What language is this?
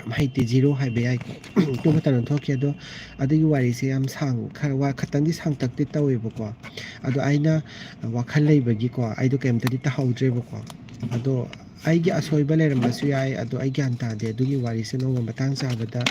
Manipuri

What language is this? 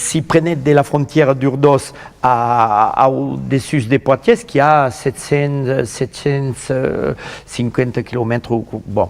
Occitan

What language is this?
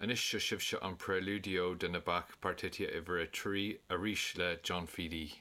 Irish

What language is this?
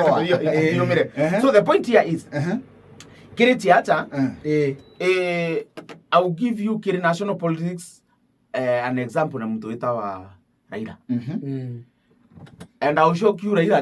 Meru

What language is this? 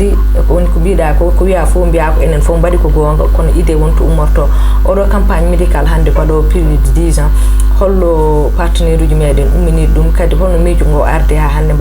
Fula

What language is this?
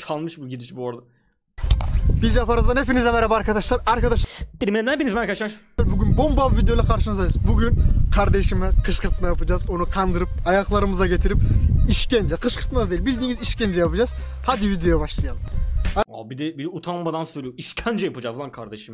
Turkish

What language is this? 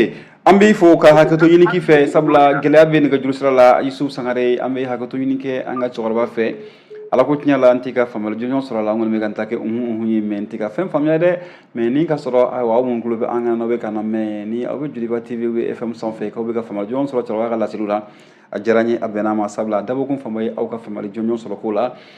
Bambara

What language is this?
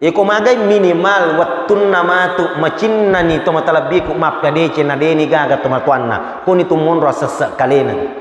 Buginese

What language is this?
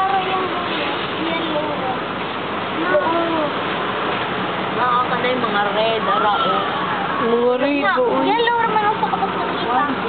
Filipino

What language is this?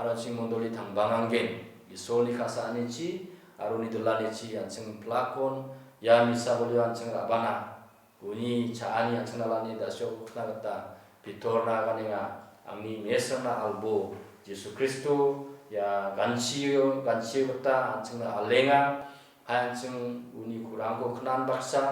Garo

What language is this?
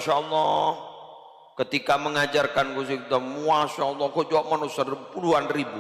Madurese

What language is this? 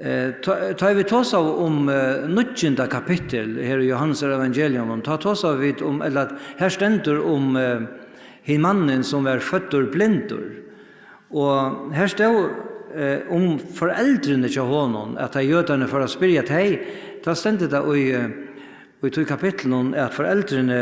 Faroese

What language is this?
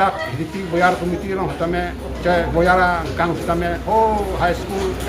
Karbi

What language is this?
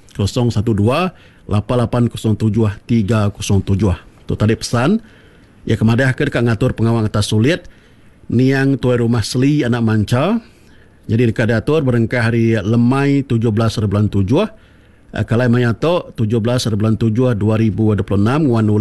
Iban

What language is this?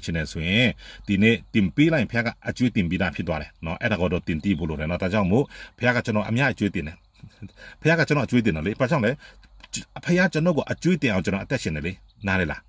Burmese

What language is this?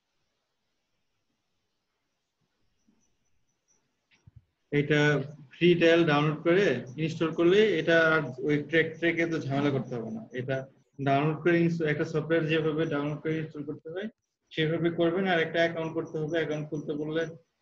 Bangla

